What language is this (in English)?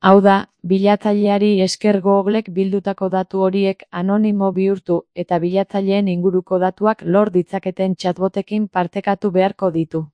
Basque